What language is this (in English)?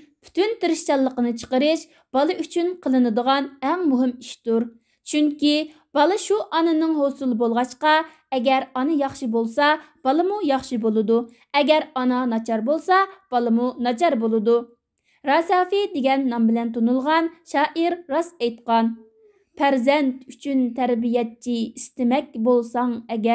Uyghur